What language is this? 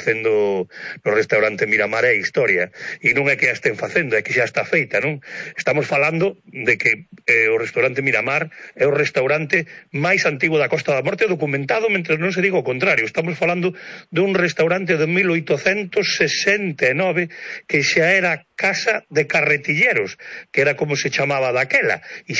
Galician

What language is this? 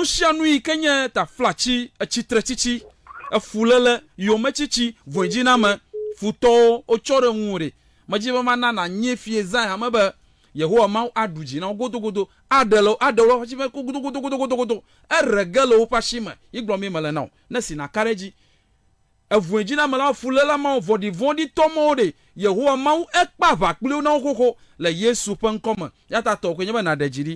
Ewe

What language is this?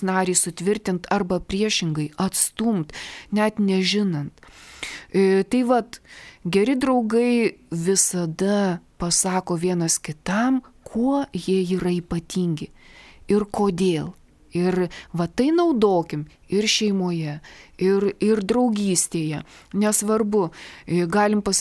Lithuanian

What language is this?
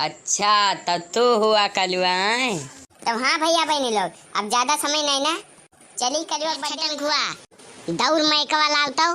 Awadhi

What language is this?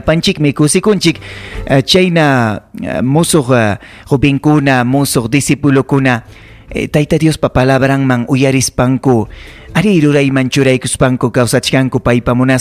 Ayacucho Quechua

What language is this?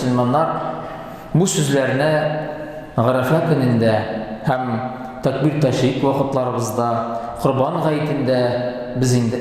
Tatar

